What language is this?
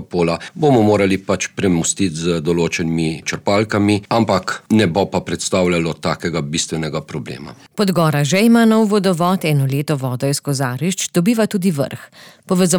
Slovenian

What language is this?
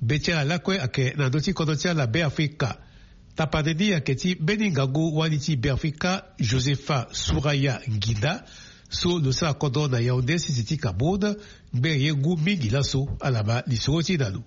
Sango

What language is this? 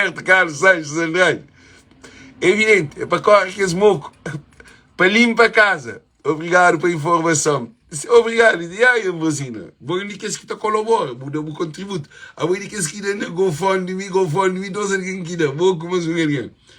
Kabuverdianu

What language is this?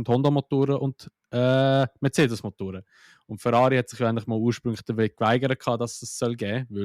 Swiss German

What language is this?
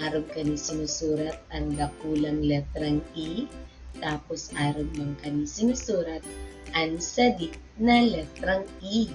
Bikol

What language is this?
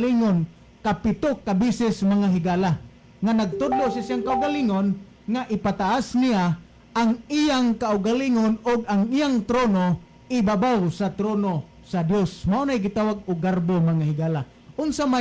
Cebuano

